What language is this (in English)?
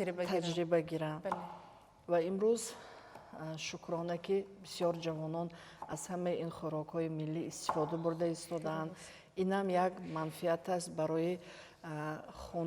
Tajik